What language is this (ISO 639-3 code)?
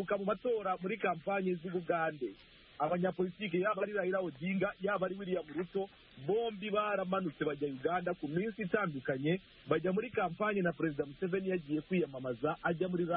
kin